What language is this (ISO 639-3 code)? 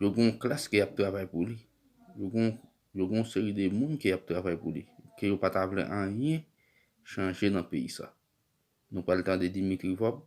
hat